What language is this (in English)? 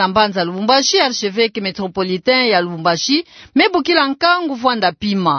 Kituba (Democratic Republic of Congo)